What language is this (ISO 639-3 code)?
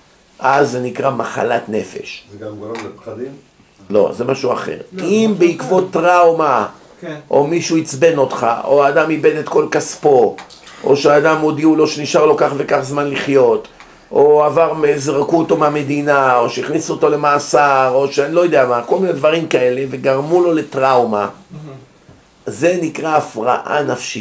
heb